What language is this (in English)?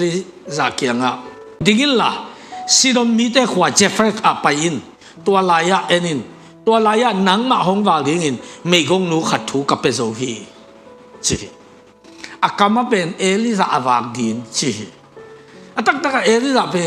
Tedim Chin